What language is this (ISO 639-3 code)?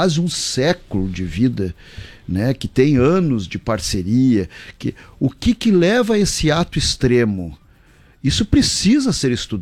por